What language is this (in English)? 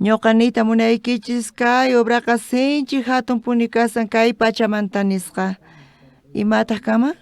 South Bolivian Quechua